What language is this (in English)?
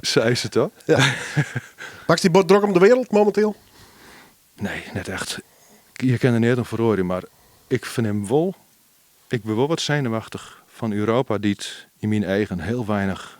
Western Frisian